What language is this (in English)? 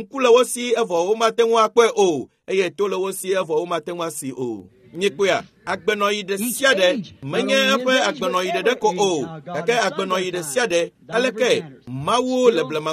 Ewe